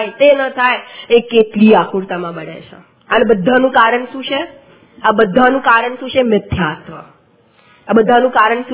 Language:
Gujarati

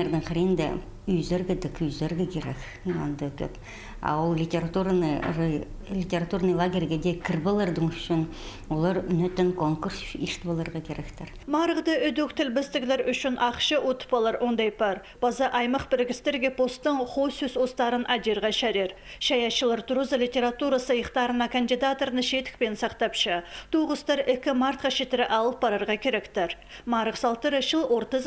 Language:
Khakas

